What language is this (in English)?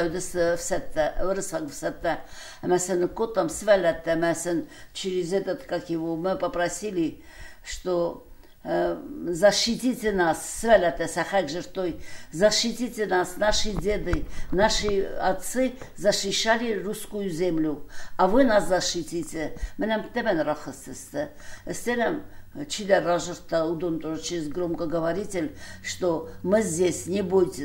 Ossetic